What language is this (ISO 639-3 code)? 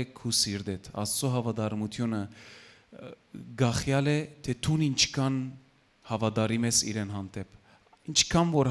hyw